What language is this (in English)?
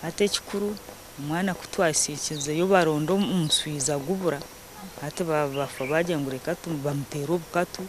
Nyankole